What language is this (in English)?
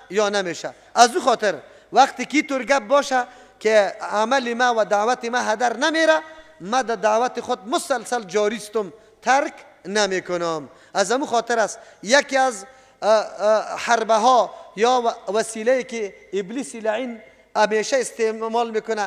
Persian